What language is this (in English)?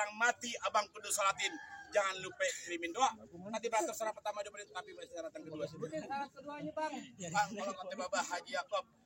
Betawi